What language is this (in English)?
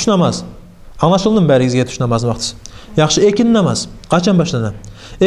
Kumyk